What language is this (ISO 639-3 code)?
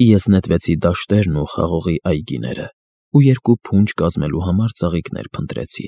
hye